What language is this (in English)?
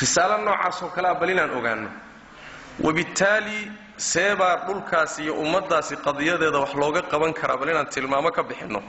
Somali